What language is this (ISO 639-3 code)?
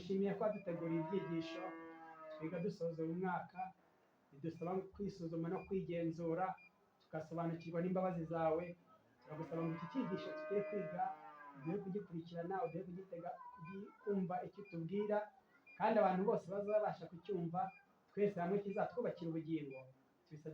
kin